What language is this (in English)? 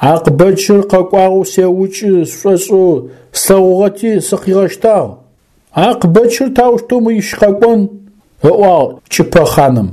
Adyghe